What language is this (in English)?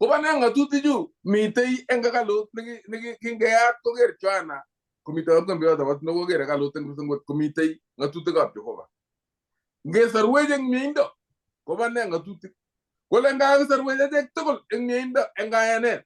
Kalenjin